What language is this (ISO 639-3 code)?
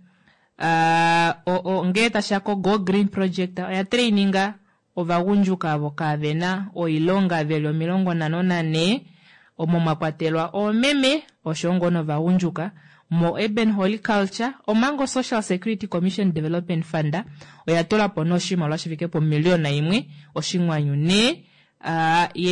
kua